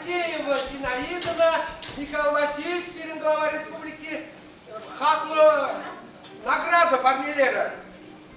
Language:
Chuvash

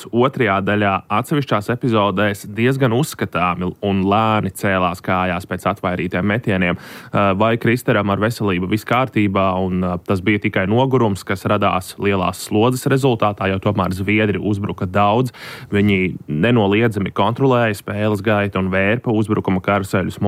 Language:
Latvian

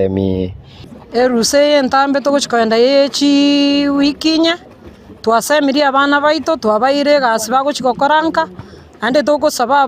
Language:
Gusii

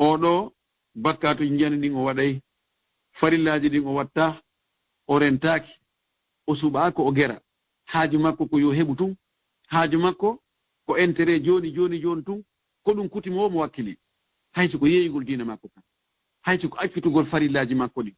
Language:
Fula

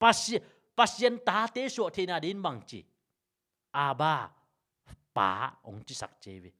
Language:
Tedim Chin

